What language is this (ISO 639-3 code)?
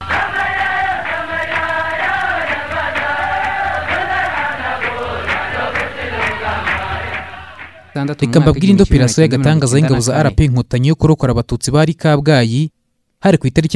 kin